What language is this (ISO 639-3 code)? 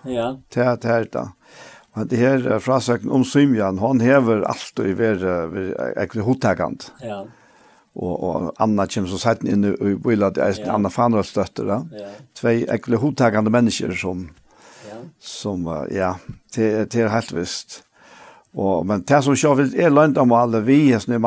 fao